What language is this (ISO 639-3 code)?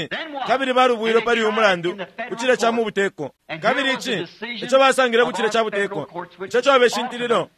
bem